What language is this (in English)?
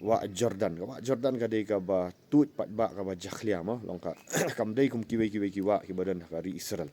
Khasi